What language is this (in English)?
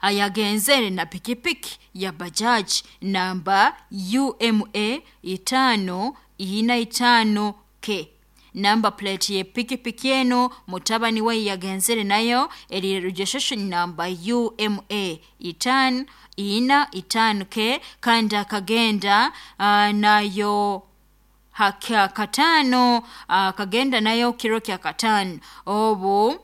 Nyankole